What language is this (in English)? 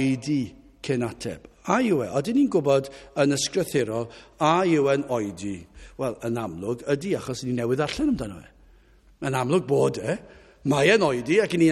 Welsh